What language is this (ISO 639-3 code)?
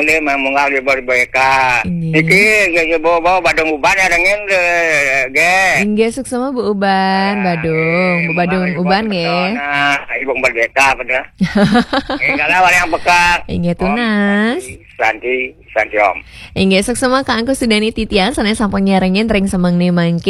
ban